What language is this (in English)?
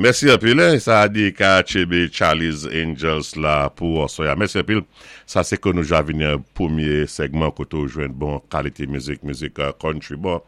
Saint Lucian Creole French